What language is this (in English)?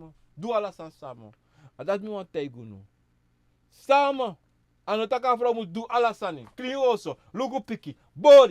Sranan Tongo